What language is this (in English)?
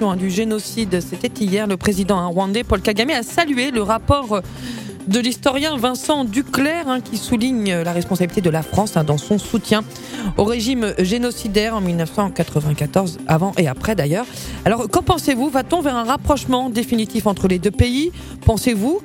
French